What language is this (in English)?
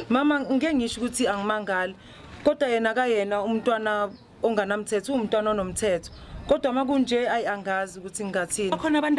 Zulu